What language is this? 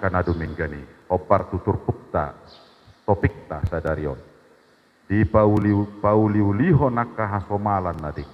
Batak Toba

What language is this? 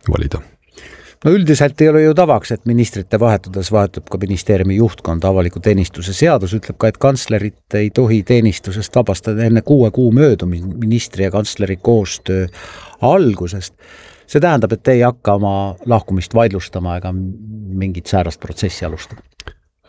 Estonian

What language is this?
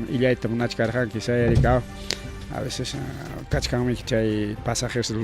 Ayacucho Quechua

